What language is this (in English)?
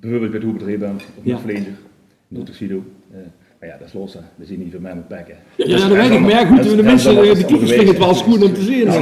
Limburgish